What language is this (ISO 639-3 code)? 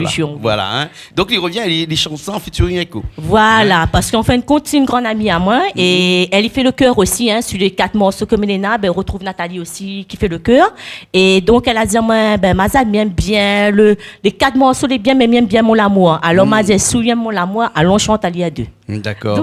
rcf